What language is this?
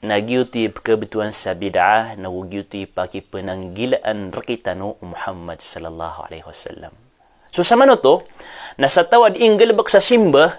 Maranao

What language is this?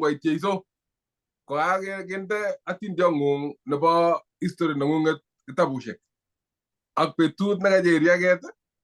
Kalenjin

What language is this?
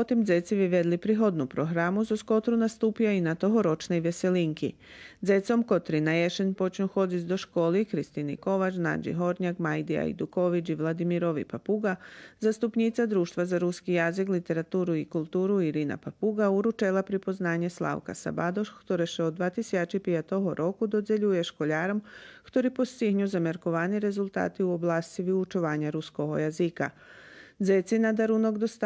Rusyn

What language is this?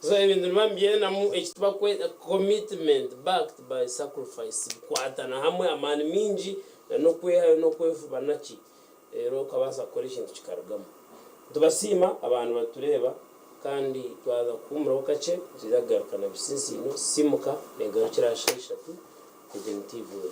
Nyankole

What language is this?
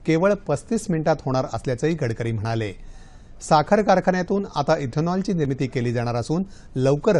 Marathi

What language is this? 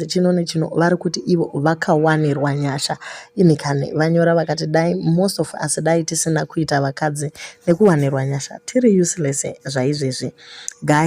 Shona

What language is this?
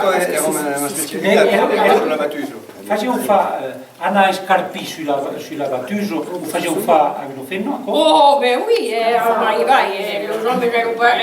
Occitan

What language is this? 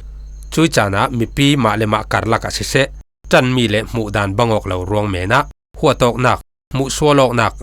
Falam Chin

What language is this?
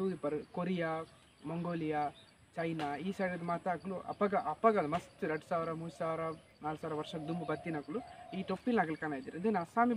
Tulu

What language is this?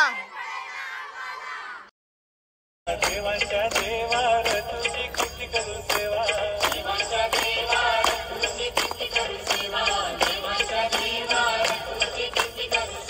Marathi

